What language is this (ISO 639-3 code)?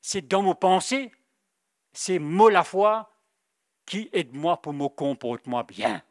mfe